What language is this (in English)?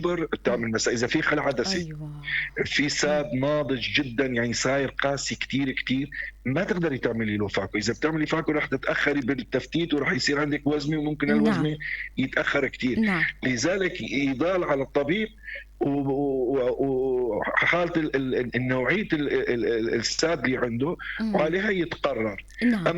North Levantine Arabic